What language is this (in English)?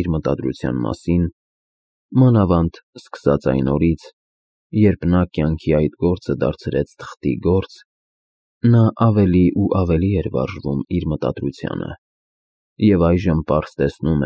Armenian